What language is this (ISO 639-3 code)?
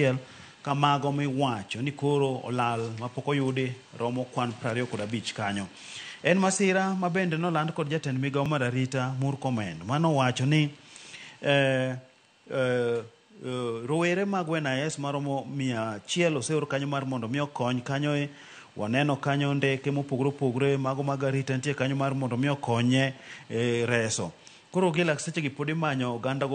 luo